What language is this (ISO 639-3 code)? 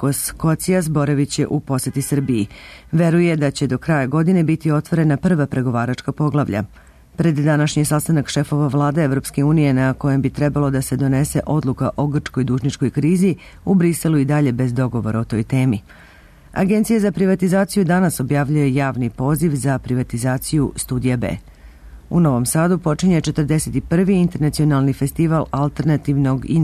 srp